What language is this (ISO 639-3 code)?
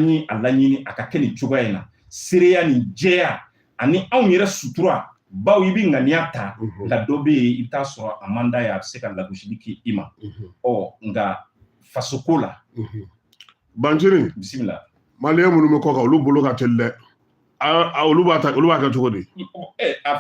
bam